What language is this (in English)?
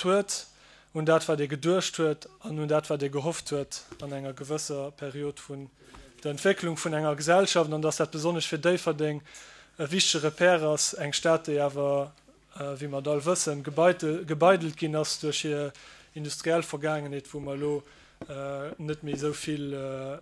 Luxembourgish